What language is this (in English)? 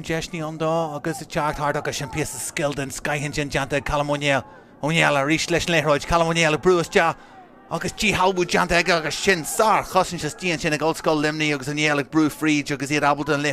Irish